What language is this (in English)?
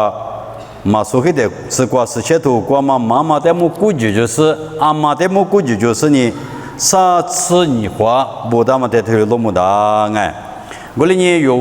Lisu